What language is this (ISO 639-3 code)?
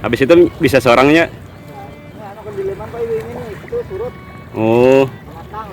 bjn